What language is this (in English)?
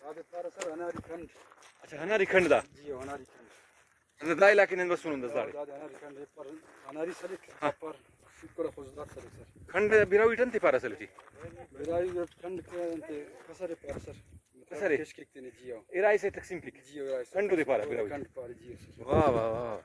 Brahui